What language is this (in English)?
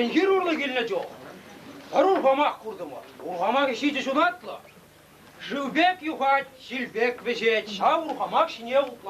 Chuvash